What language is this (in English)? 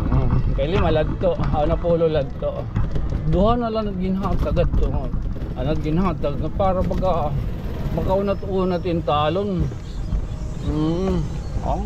Waray